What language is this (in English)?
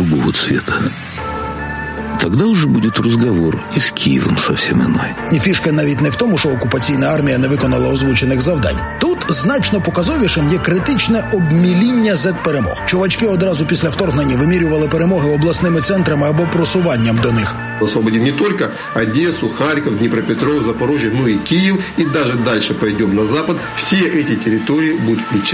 Ukrainian